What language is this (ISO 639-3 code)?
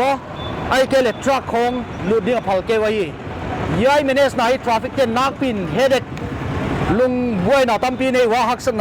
pck